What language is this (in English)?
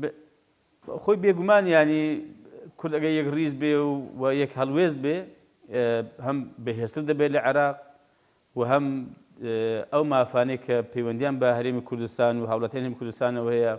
Central Kurdish